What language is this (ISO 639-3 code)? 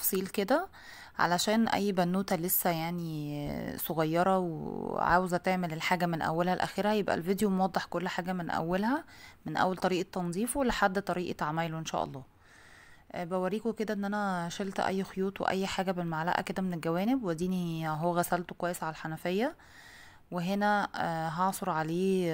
arz